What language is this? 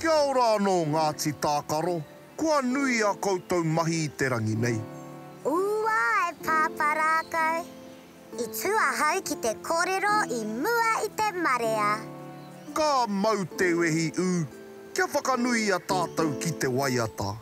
Māori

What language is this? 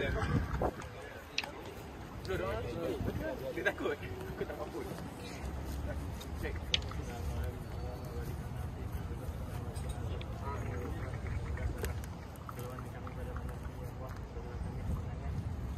Malay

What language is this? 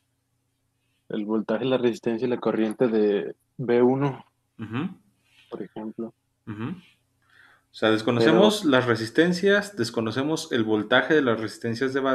Spanish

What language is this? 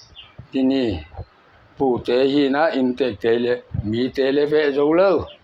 Paite Chin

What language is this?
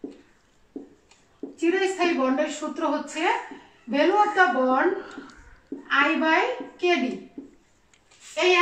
Bangla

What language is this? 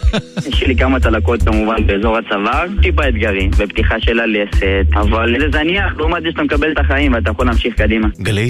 Hebrew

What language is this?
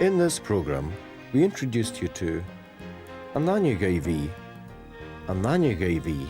Scottish Gaelic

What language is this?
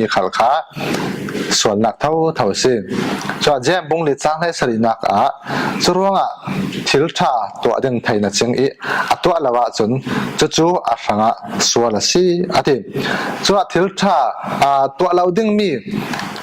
Falam Chin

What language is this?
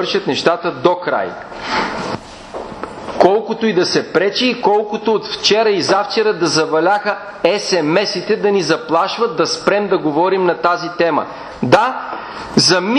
Bulgarian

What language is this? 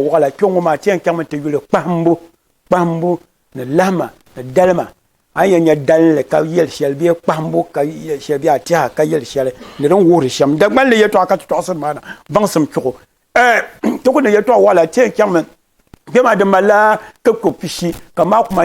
Dagbani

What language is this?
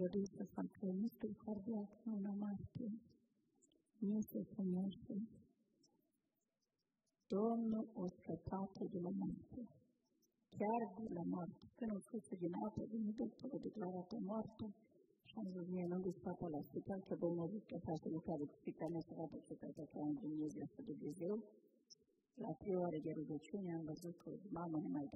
Romanian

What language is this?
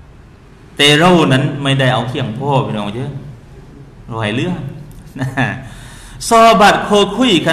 Thai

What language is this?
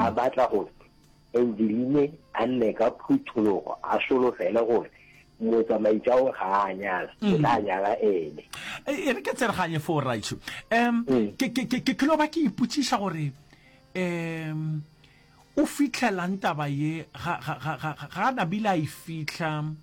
Northern Sotho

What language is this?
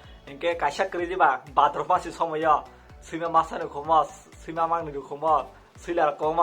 Kok Borok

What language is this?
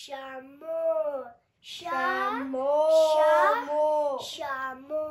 Tibetan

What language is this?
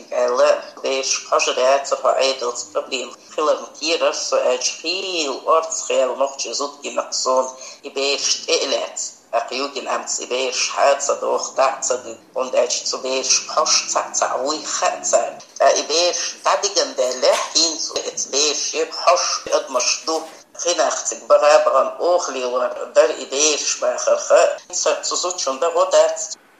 Chechen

